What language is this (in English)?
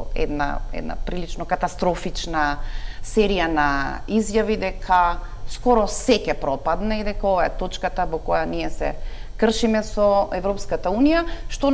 Macedonian